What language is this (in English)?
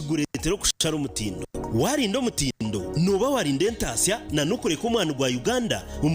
Nyankole